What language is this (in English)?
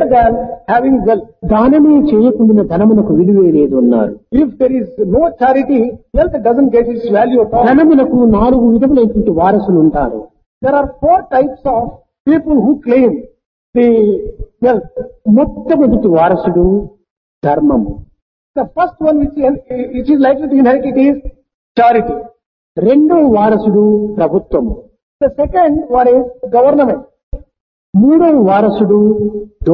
Telugu